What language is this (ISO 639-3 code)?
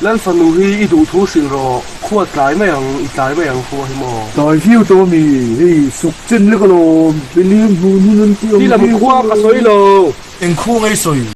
lus